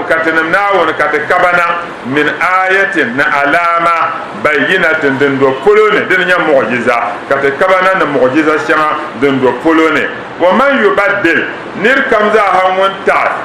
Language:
Dagbani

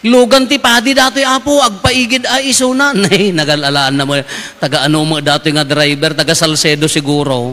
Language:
Iloko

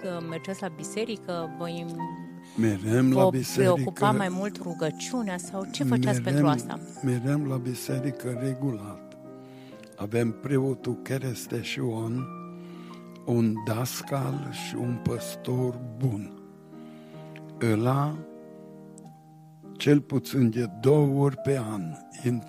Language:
Romanian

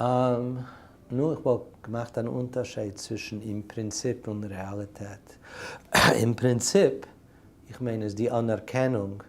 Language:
Yiddish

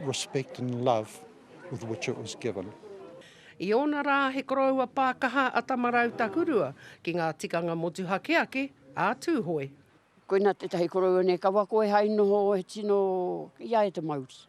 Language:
Māori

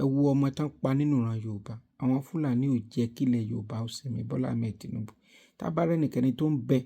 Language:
Yoruba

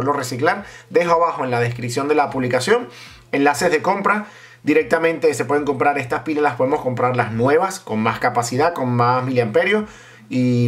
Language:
Spanish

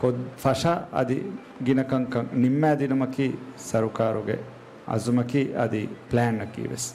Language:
Divehi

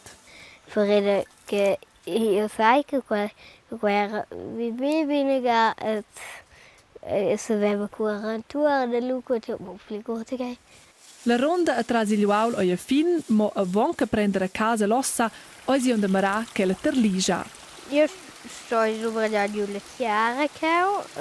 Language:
Romansh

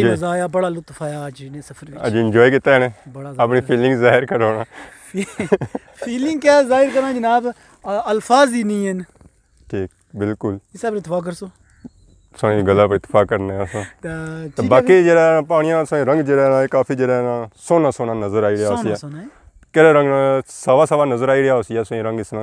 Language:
Pahari-Potwari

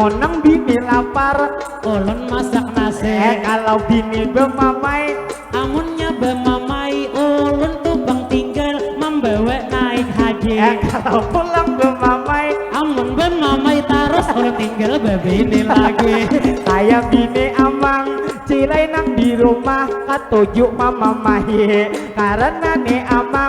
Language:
Banjar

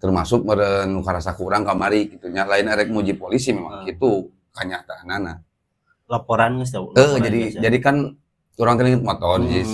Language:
Sundanese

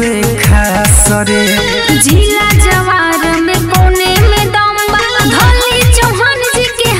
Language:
Bhojpuri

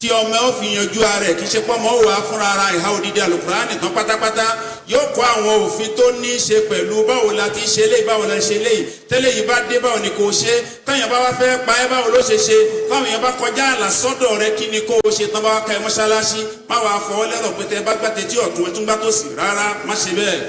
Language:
Yoruba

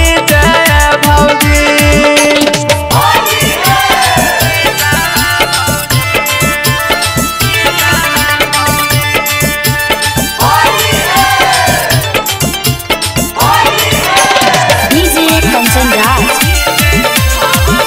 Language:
Bhojpuri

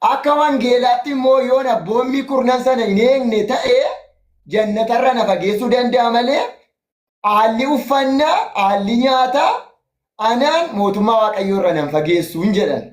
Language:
Oromo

